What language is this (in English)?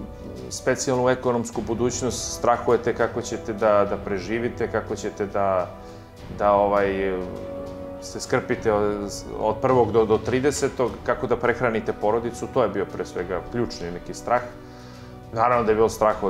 Serbian